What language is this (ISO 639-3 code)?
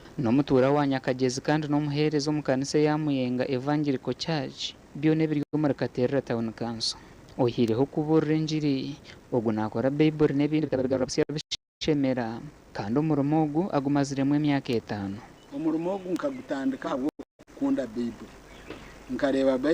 nyn